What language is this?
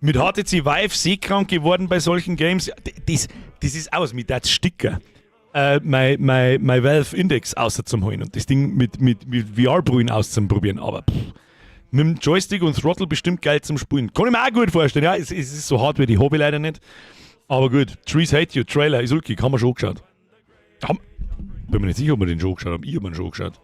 Bavarian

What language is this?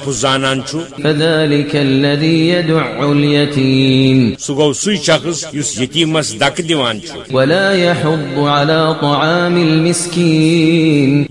Kashmiri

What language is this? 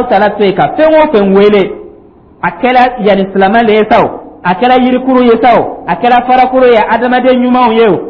Dyula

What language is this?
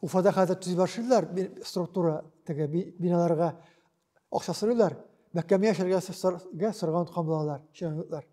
Tatar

